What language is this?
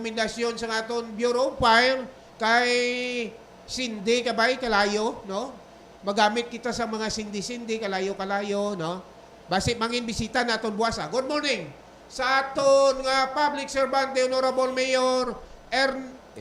Hiligaynon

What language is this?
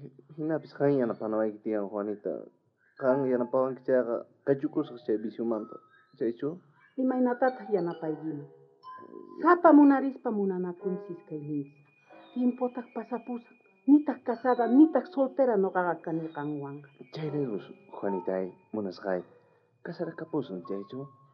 South Bolivian Quechua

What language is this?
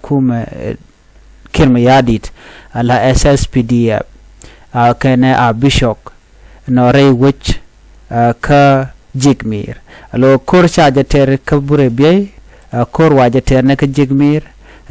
Nuer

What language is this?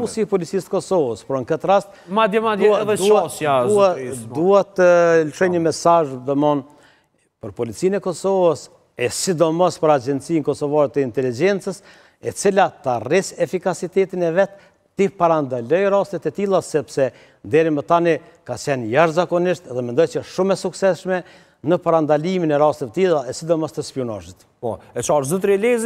Albanian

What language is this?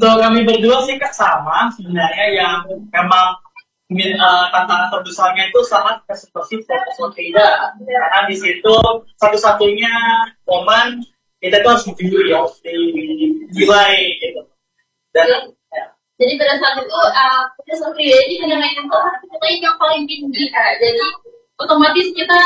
Indonesian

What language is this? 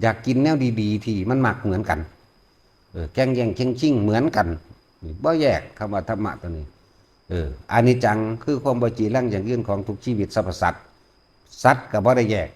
Northeastern Thai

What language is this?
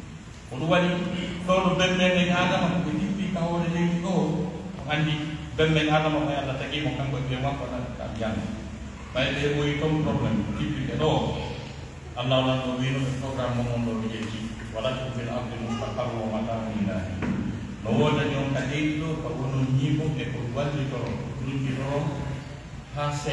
Pular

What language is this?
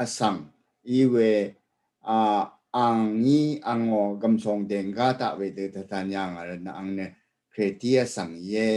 Rawang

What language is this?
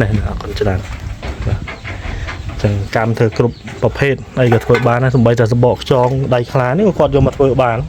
Khmer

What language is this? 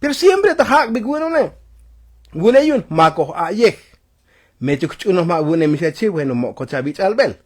Tzotzil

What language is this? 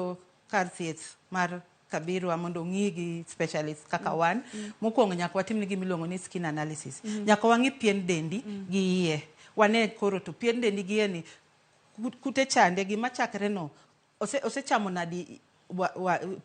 Luo (Kenya and Tanzania)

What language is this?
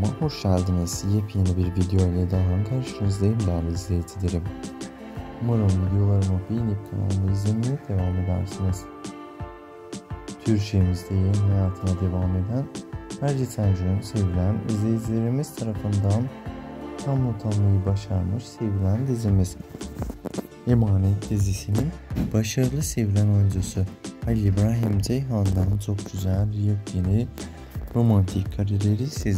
Turkish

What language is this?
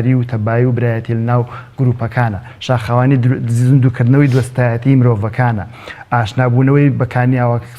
Central Kurdish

